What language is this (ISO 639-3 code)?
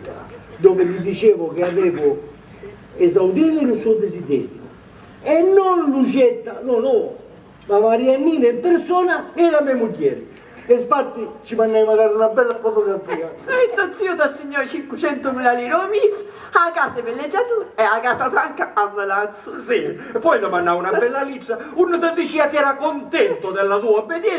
scn